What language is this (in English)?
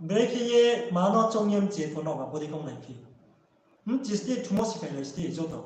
Riang (India)